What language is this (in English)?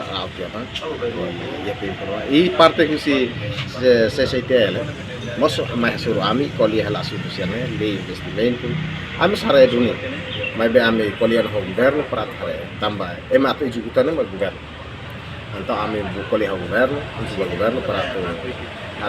Tetum